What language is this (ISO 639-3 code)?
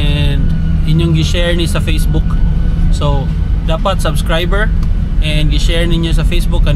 ceb